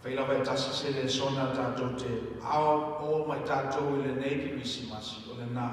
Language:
Samoan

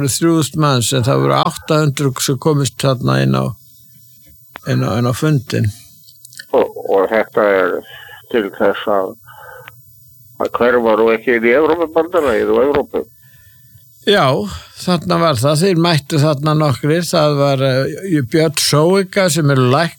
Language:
Icelandic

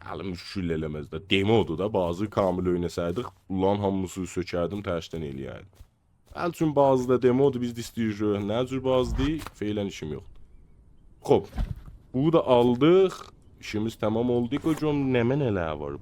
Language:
South Azerbaijani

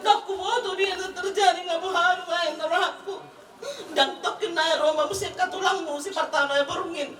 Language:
Batak Toba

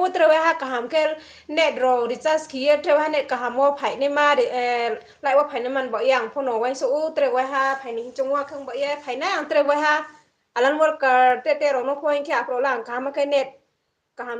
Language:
Riang (India)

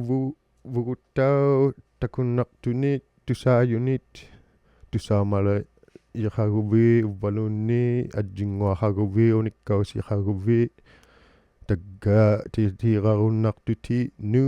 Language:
Inuktitut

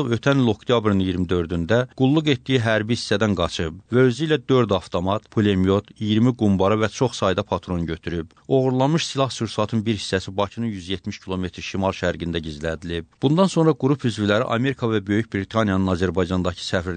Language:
Azerbaijani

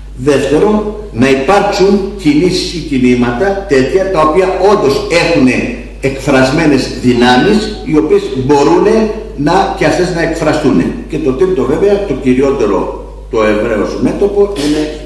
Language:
Greek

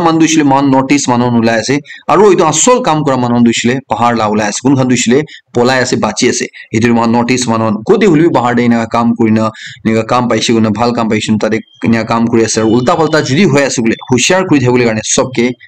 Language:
Naga Pidgin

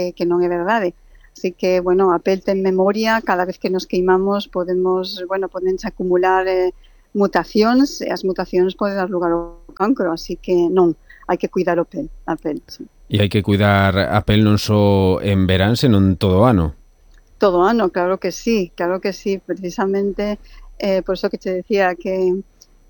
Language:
Galician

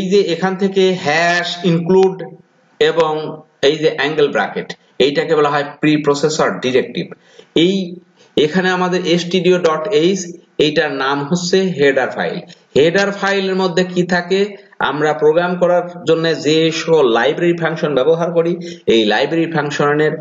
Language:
Bangla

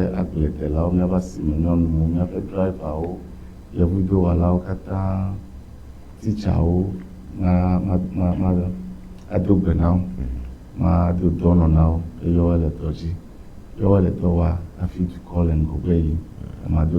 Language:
Ewe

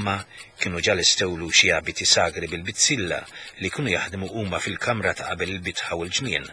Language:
Maltese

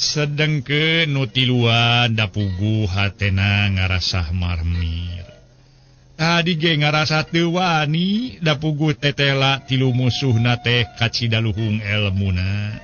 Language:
Sundanese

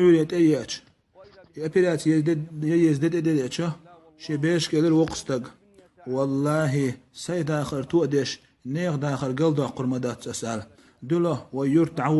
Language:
Chechen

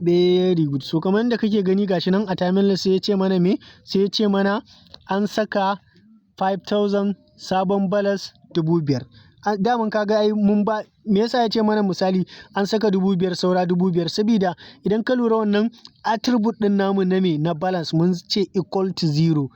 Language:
Hausa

